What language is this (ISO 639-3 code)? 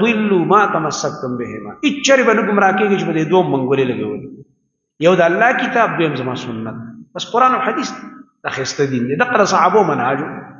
pus